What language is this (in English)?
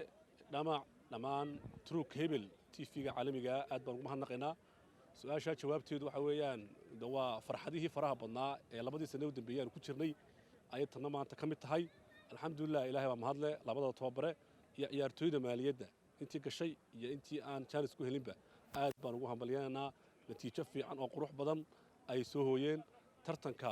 Somali